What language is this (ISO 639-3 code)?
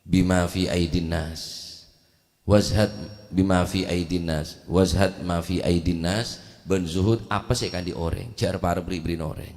mad